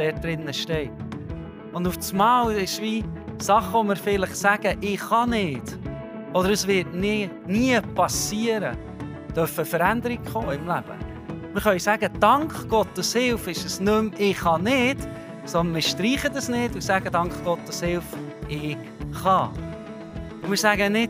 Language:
Swiss German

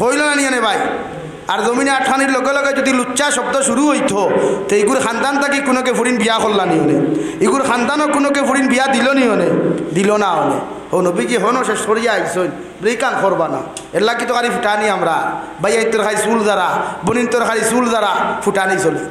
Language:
Sylheti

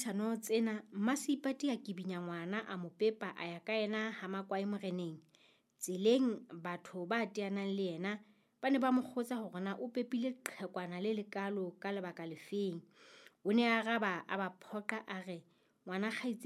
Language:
Southern Sotho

